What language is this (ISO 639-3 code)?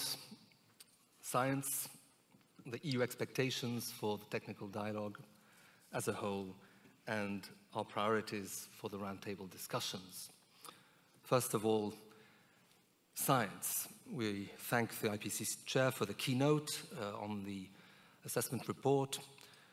eng